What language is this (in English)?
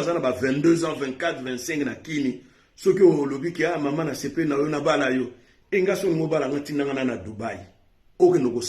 Lingala